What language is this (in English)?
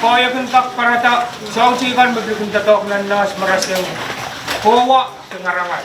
Pohnpeian